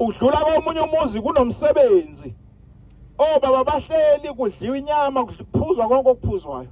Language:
Zulu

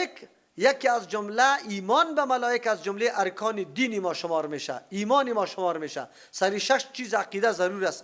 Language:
Persian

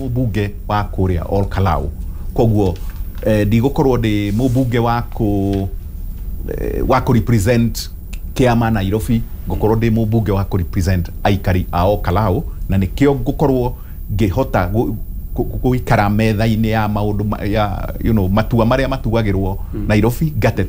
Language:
Kikuyu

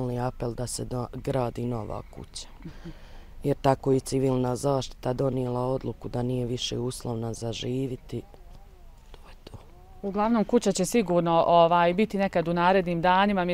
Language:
Bosnian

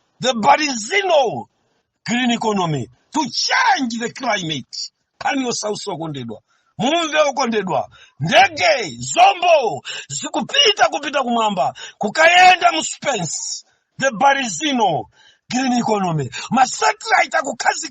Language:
Nyanja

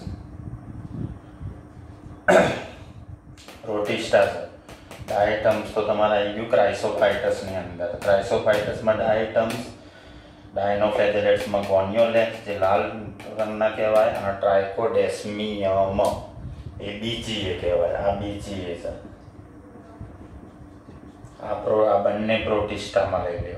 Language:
Gujarati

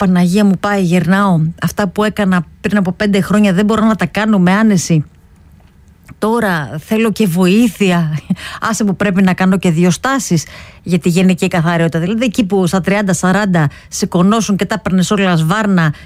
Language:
Greek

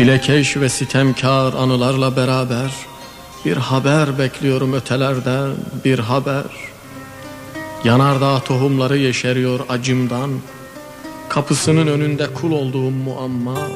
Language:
Turkish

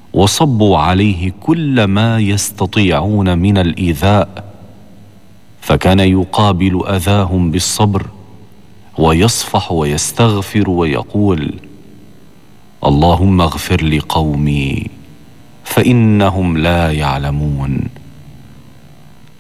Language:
Arabic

